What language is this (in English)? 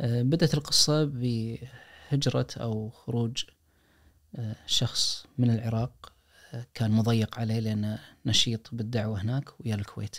Najdi Arabic